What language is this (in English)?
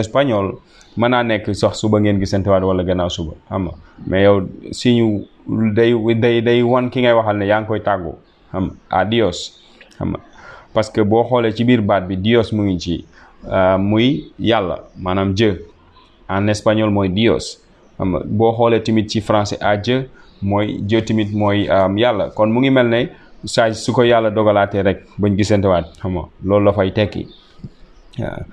Wolof